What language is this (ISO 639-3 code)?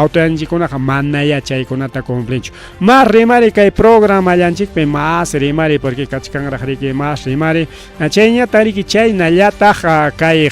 quy